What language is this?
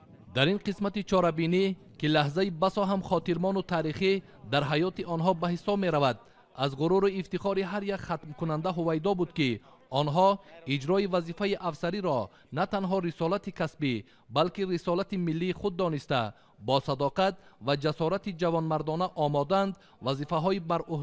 Tajik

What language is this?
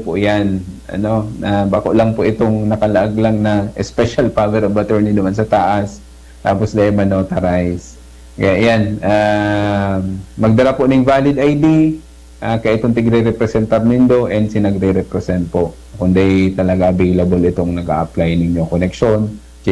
Bikol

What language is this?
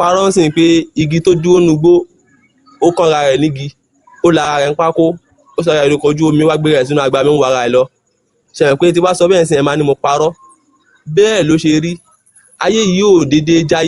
Yoruba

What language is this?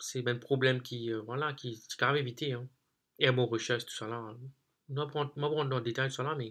Morisyen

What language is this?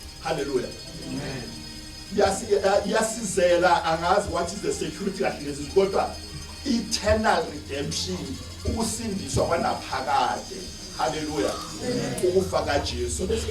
Zulu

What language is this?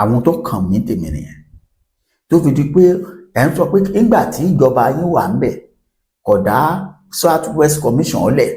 Yoruba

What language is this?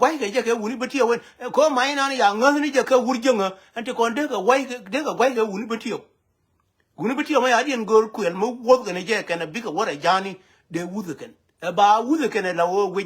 Nuer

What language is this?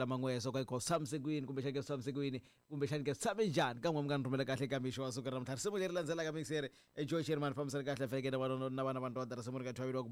Tsonga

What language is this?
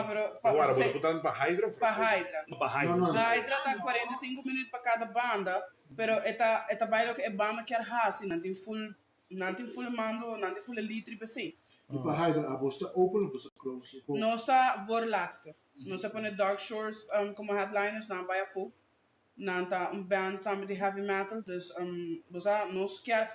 Papiamento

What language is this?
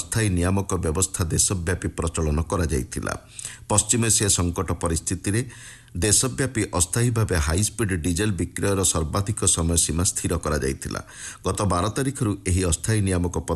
Odia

